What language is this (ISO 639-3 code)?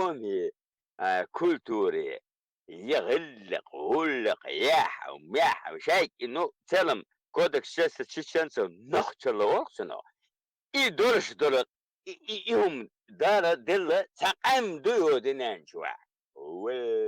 che